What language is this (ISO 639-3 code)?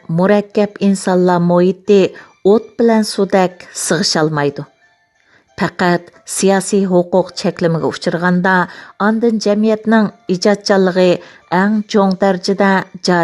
uig